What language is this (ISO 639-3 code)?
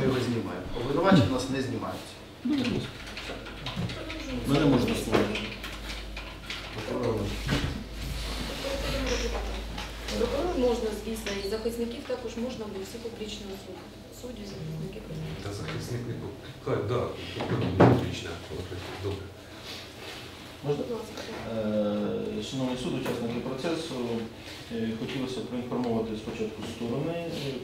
ukr